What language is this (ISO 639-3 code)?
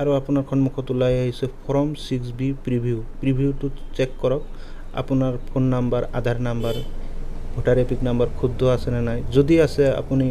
asm